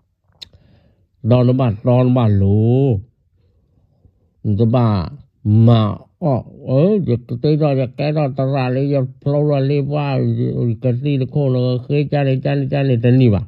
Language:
S'gaw Karen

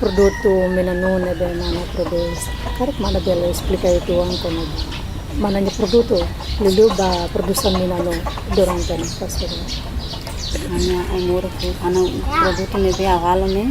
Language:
Tetum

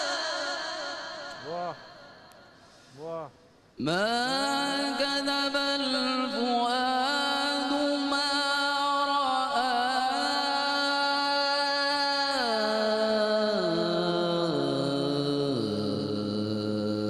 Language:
Urdu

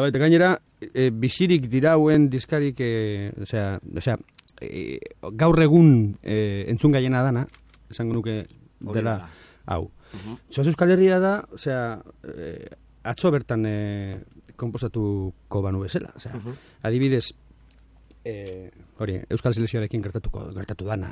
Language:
Basque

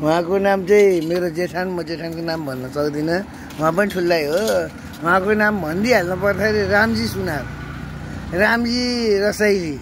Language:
Nepali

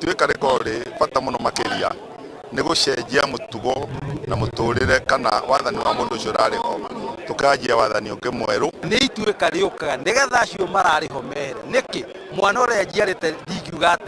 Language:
Kikuyu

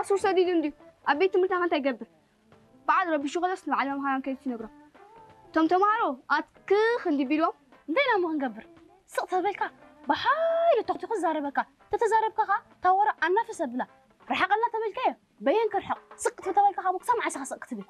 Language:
Tigrinya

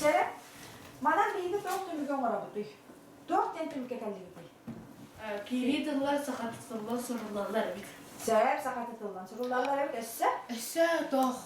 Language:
Yakut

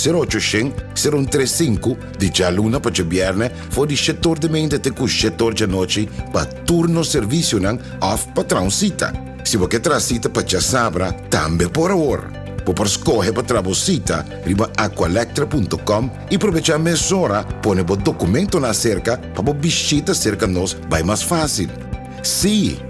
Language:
Papiamento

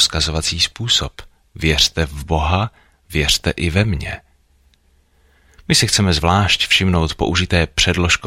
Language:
Czech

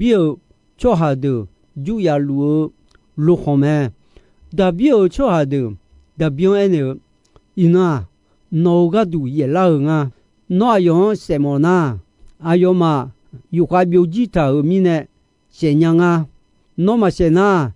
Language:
Akha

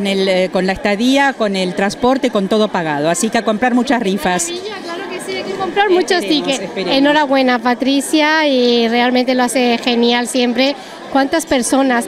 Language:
Spanish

